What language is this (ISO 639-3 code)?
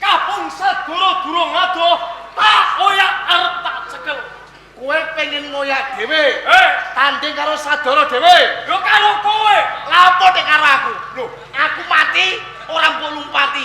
jav